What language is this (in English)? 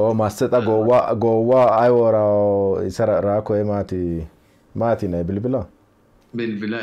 Sidamo